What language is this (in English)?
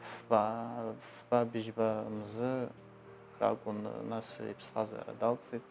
Abkhazian